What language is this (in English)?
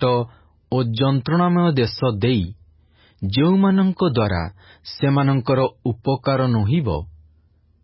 Odia